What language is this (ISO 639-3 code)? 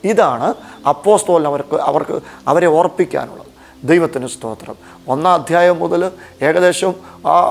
mal